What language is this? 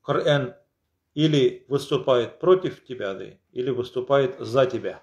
Tatar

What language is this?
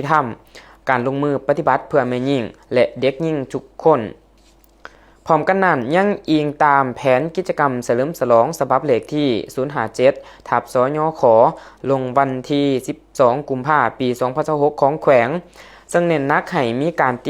Lao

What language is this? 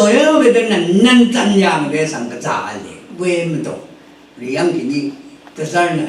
Rawang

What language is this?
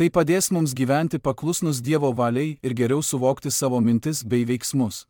Lithuanian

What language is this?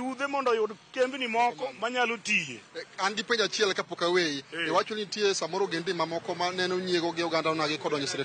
Luo (Kenya and Tanzania)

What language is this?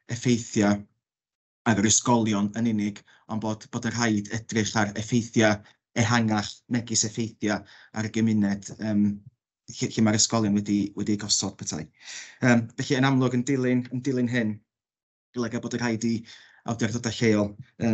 Welsh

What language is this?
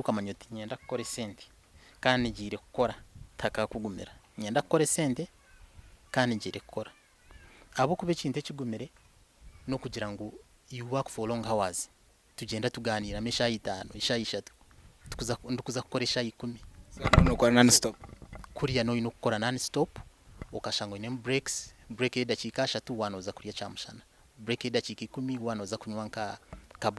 Nyankole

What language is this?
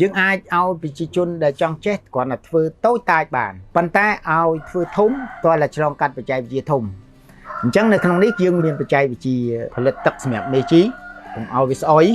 Khmer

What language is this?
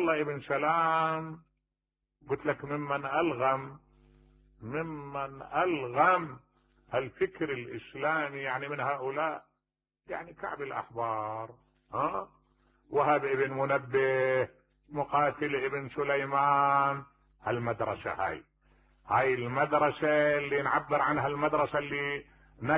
Mesopotamian Arabic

